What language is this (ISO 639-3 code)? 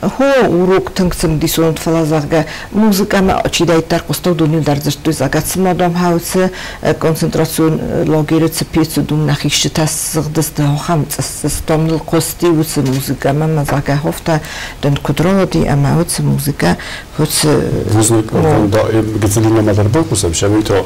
oss